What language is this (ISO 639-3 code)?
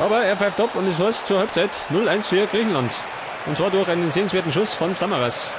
bar